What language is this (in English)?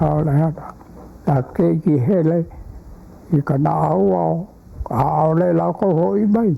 Hawaiian